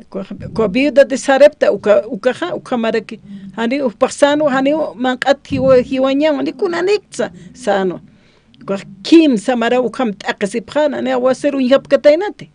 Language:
Aymara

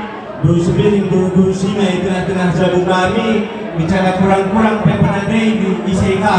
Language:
Batak Karo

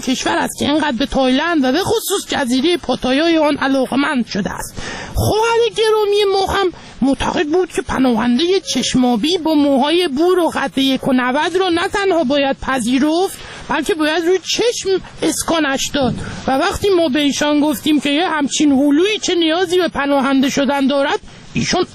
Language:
Persian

